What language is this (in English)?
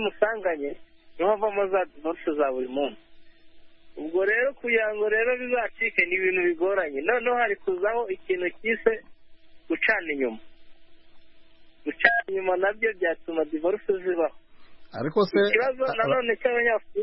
Kinyarwanda